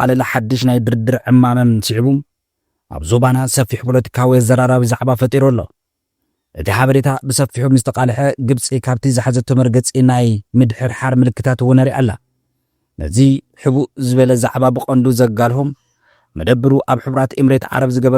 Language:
Tigrinya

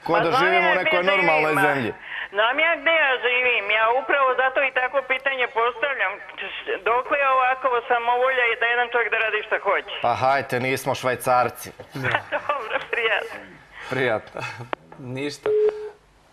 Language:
Serbian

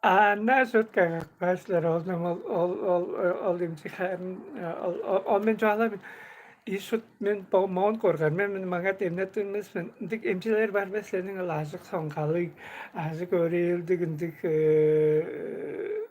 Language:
Tuvinian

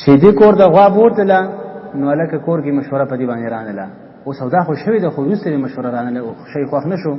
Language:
Pashto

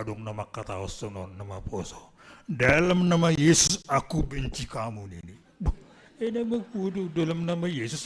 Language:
Batak Simalungun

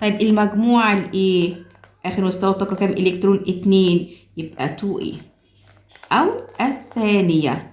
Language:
Egyptian Arabic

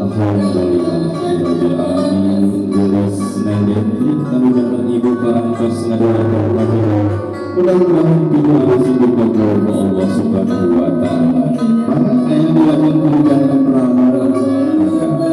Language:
Sundanese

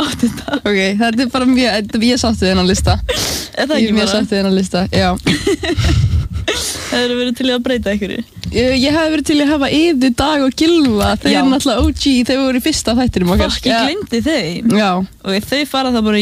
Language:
Icelandic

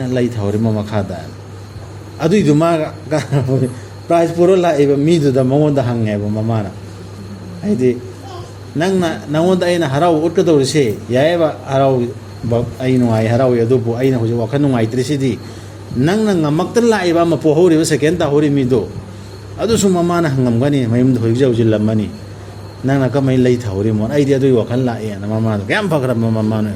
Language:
Manipuri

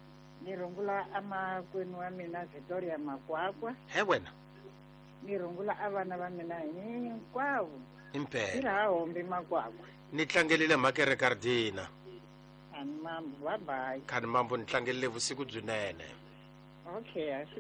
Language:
Tsonga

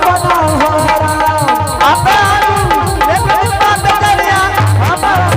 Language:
Angika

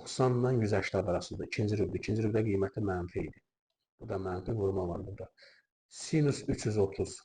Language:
Azerbaijani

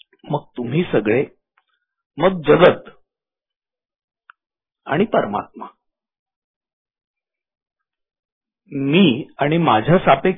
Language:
Marathi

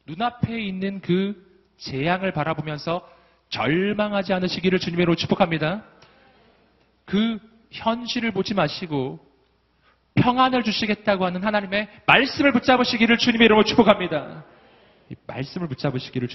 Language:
Korean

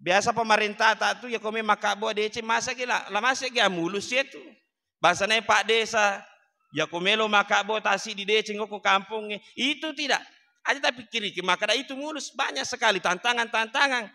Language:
Buginese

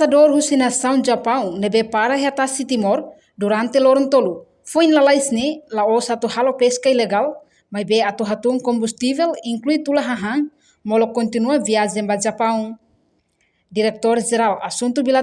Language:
Tetum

